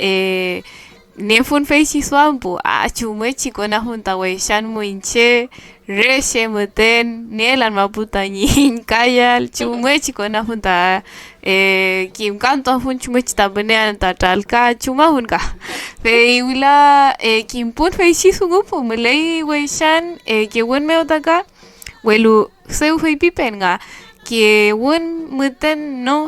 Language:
Mapuche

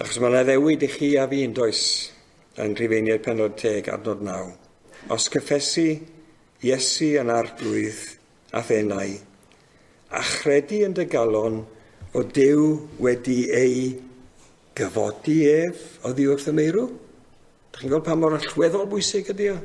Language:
Welsh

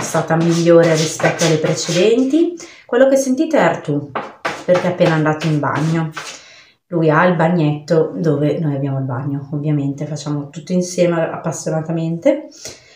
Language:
Italian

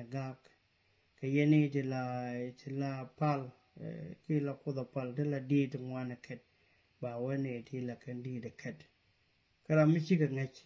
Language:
Nuer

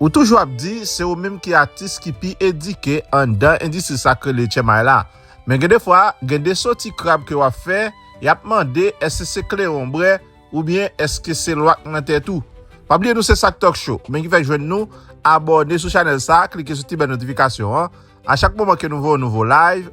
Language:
Haitian Creole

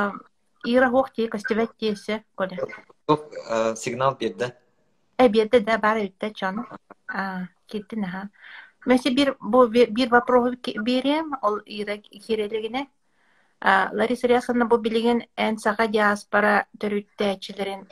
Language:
Yakut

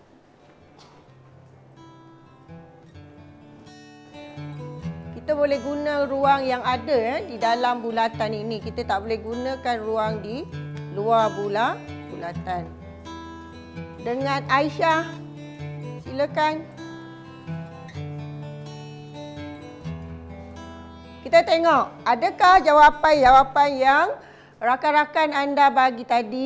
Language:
Malay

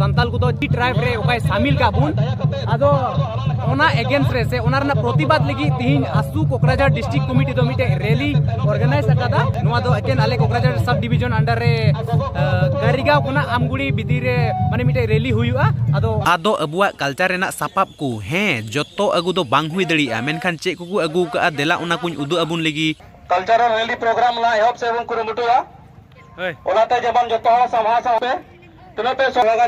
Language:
Santali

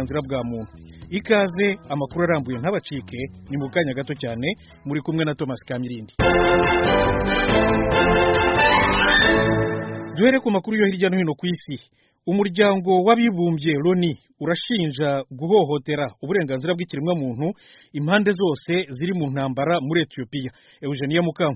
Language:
Kinyarwanda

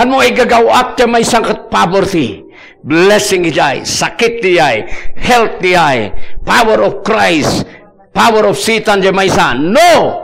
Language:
Iloko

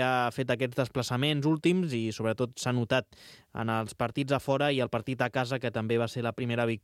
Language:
Catalan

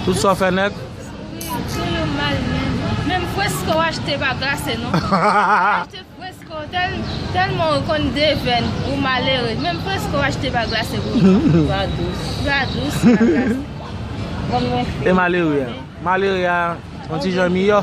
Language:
Haitian Creole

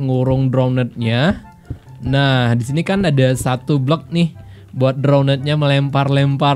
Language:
Indonesian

